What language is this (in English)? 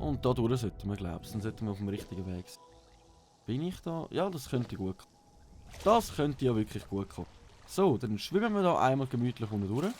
Swiss German